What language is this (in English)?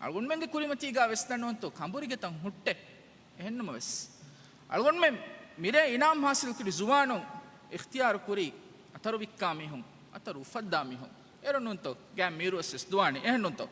Divehi